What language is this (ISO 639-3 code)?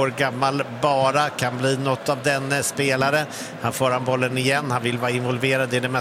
swe